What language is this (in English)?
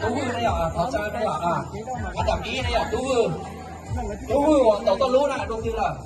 Hmong